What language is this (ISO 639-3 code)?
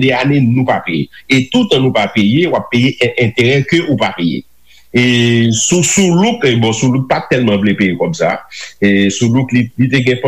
hat